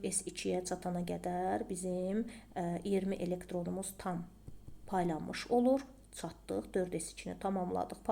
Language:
Azerbaijani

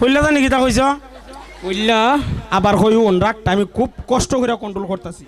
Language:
Sylheti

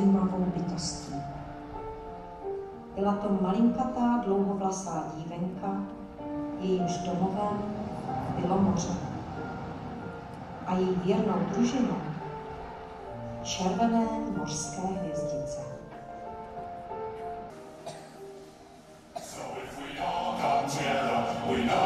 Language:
Czech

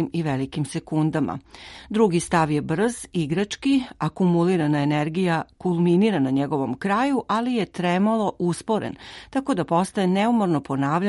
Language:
Serbian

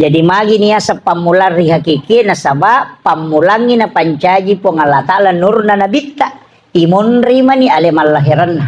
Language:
Buginese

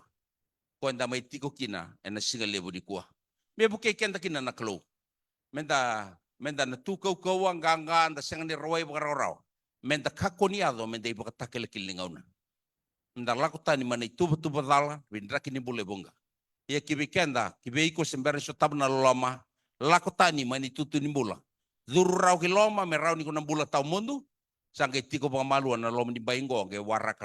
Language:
Fijian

